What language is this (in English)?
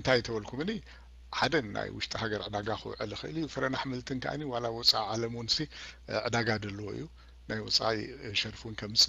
Tigrinya